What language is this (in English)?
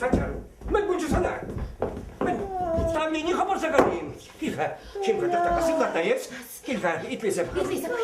Chuvash